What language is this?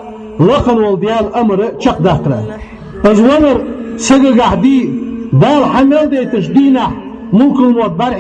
Ingush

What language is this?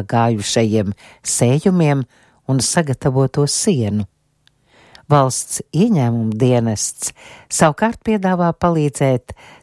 Latvian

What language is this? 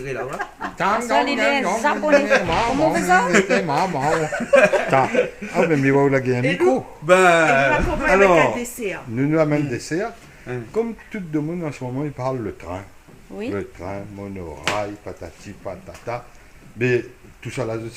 Réunion Creole French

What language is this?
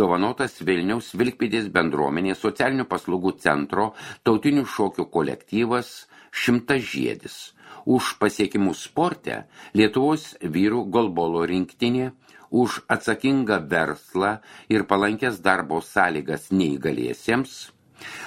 Lithuanian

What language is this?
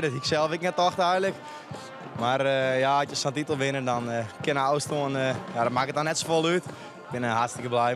Western Frisian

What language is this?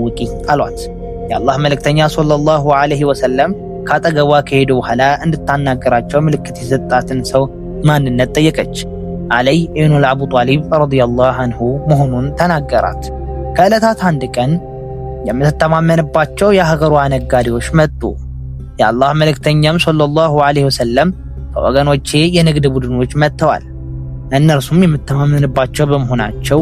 Amharic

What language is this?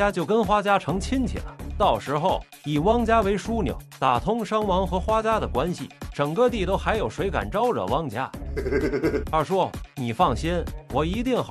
Chinese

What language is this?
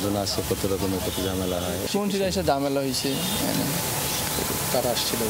Bangla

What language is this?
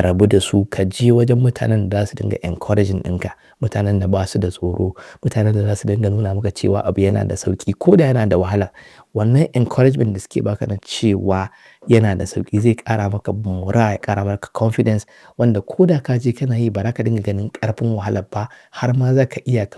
Hausa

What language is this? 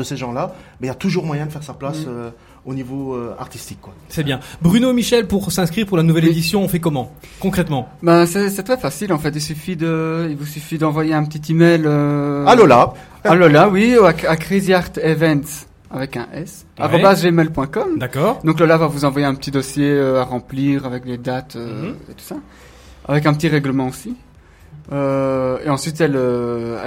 French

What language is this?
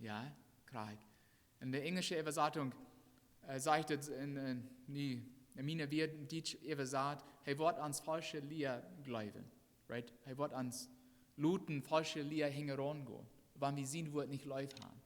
Plautdietsch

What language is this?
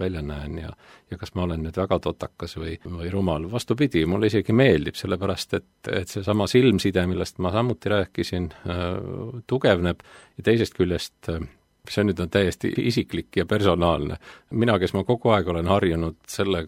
Estonian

